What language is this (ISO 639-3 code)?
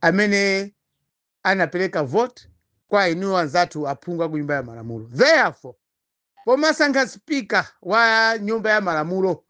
nya